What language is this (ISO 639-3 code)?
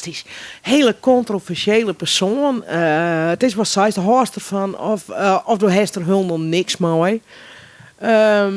fry